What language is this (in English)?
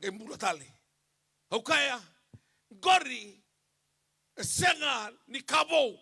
Fijian